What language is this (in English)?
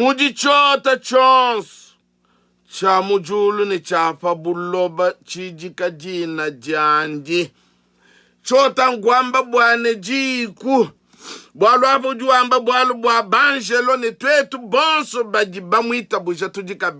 Luba-Lulua